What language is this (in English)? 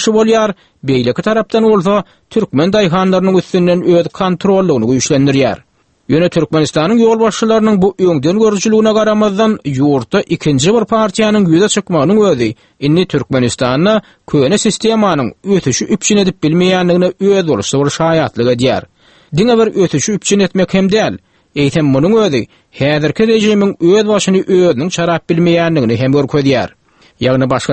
Turkmen